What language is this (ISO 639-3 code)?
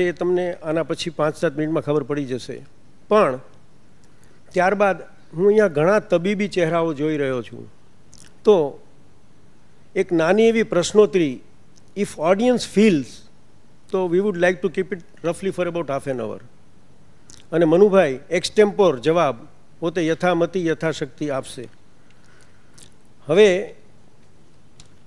guj